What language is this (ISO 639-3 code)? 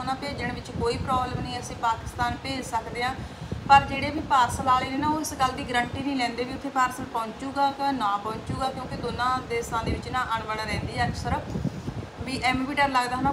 pan